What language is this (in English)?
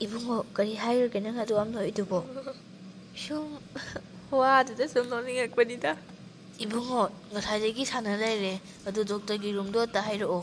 Manipuri